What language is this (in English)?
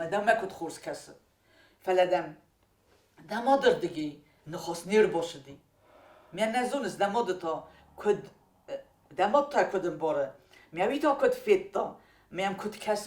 Ossetic